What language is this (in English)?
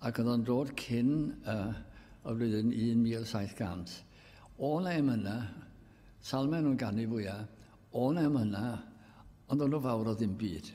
Welsh